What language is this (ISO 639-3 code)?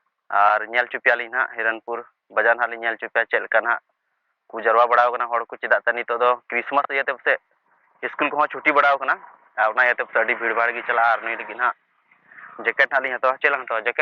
sat